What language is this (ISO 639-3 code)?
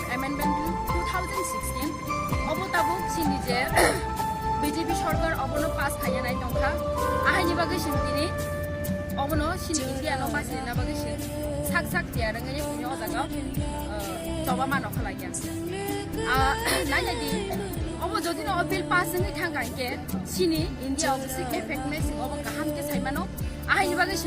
trp